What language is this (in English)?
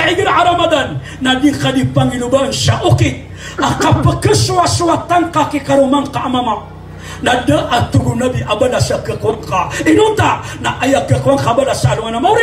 Maranao